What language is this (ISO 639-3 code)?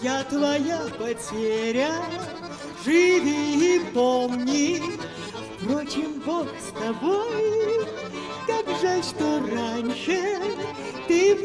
rus